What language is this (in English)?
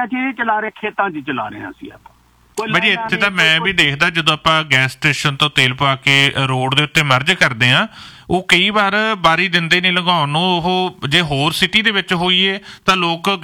Punjabi